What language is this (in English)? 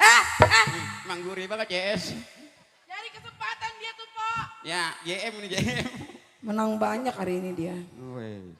Betawi